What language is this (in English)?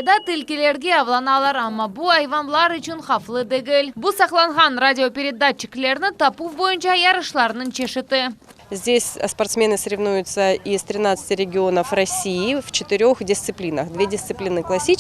Crimean Tatar